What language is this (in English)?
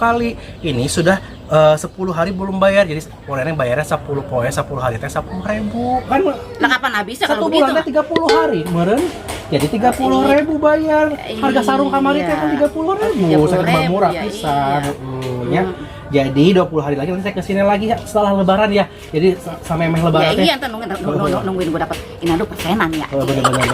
Betawi